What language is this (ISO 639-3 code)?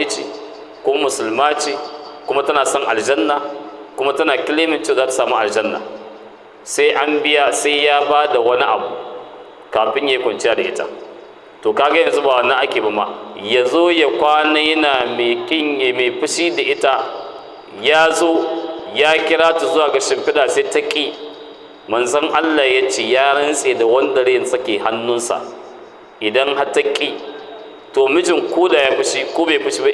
hau